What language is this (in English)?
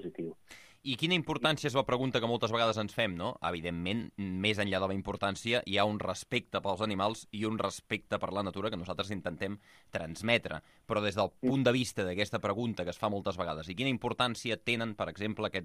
Catalan